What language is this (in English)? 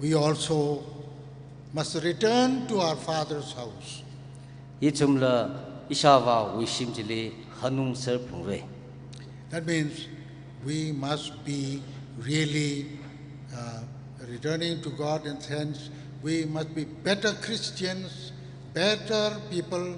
Tangkhul Naga (India)